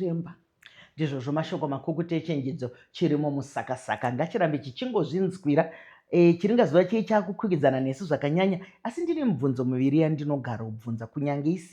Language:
Shona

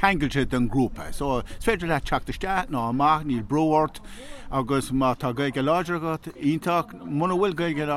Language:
Irish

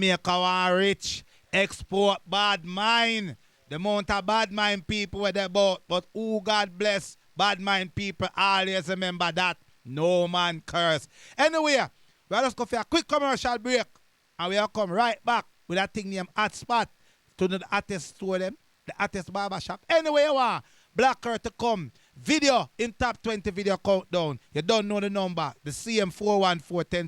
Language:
Jamaican Creole English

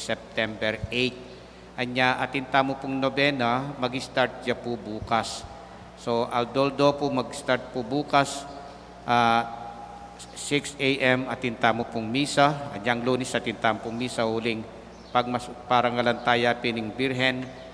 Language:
Pampanga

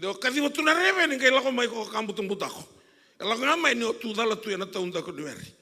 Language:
Fijian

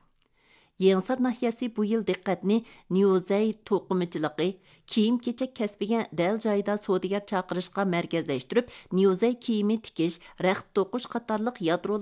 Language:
Uyghur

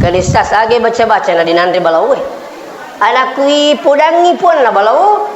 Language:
Buginese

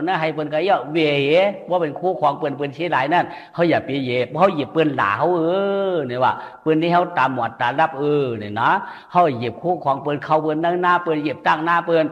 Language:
Shan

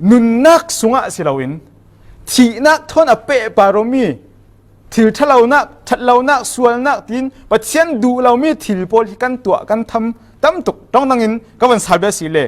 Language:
Falam Chin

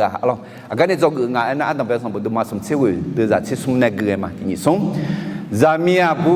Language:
Akha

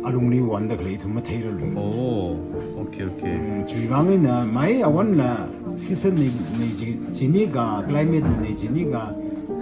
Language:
Tangkhul Naga (India)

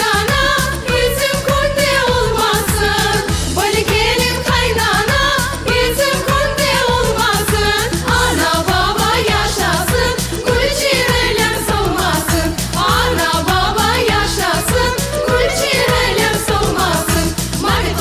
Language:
Crimean Tatar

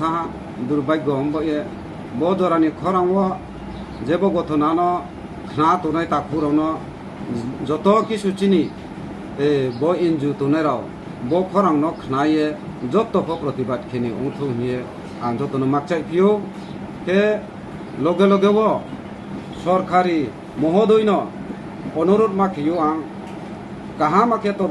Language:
Riang (India)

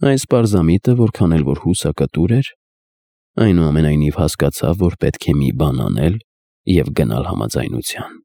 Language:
Armenian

